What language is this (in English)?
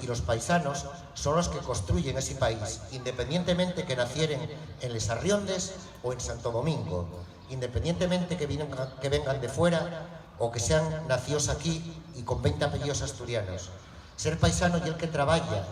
Asturian